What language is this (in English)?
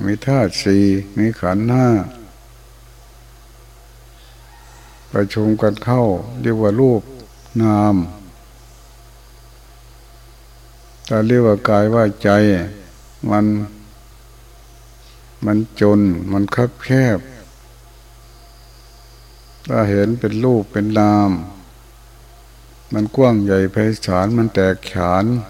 Thai